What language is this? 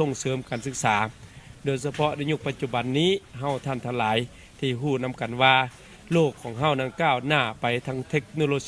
Lao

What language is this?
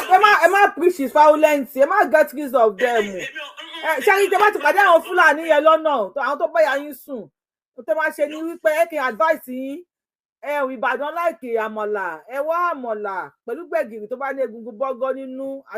Yoruba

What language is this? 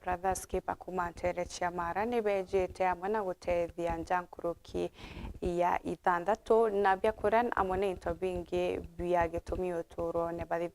Meru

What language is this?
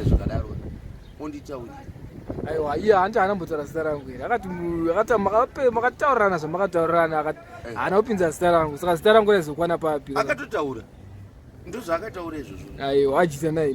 Shona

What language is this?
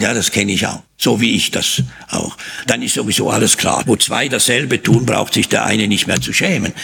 German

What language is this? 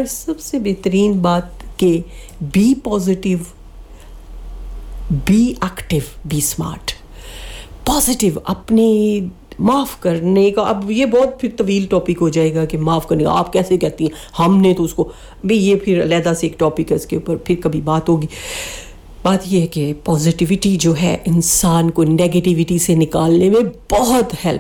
Urdu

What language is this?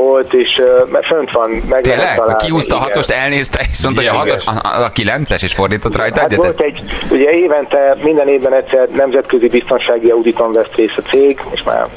Hungarian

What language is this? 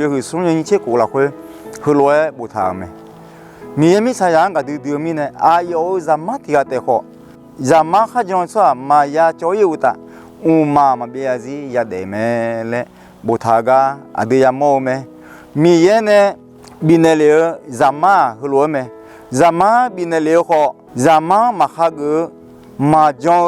Akha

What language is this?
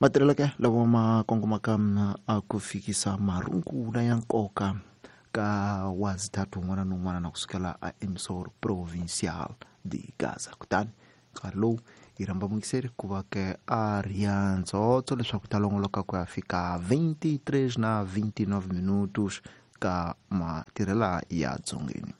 Tsonga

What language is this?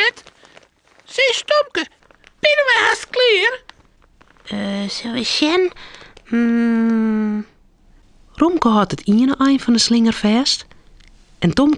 Western Frisian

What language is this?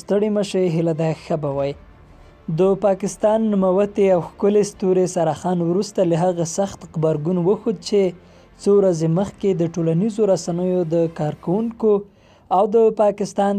Pashto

